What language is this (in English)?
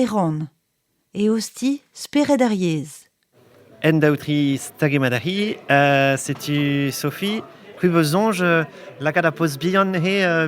Breton